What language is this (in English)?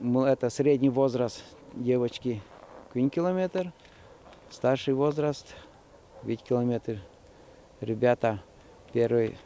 Udmurt